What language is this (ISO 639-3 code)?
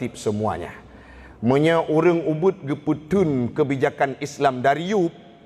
ace